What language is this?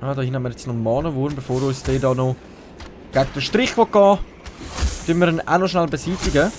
Swiss German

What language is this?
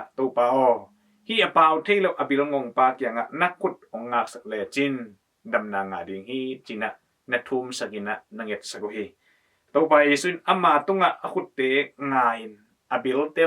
Tedim Chin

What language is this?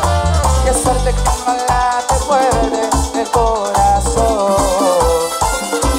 Spanish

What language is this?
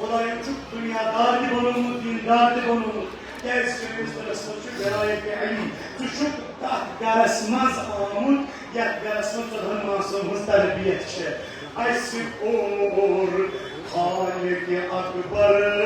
Kashmiri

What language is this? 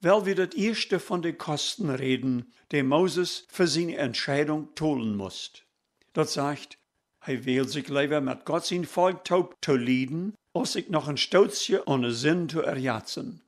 Plautdietsch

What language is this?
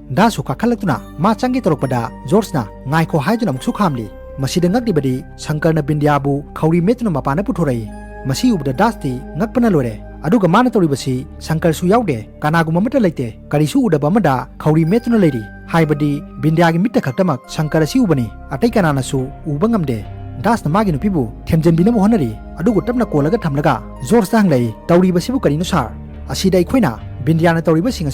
Manipuri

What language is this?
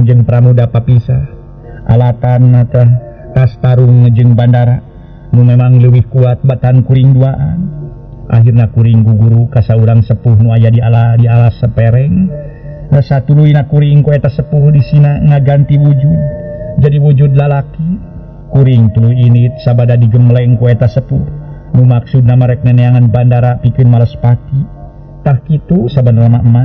Sundanese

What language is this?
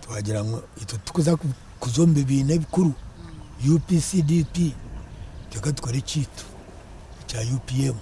Nyankole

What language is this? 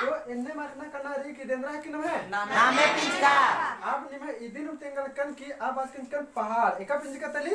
Kurukh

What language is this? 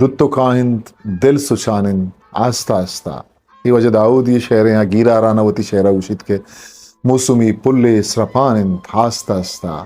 Eastern Balochi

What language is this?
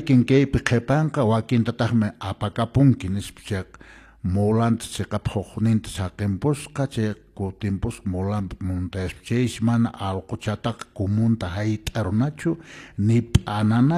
Quechua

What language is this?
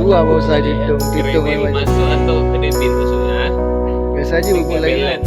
Achinese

